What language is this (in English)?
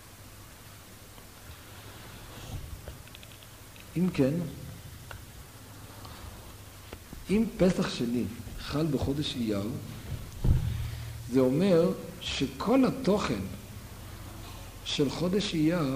Hebrew